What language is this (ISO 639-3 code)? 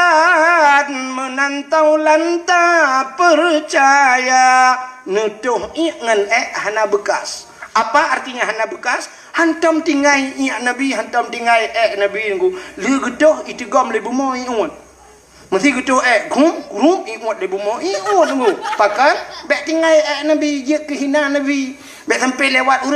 ace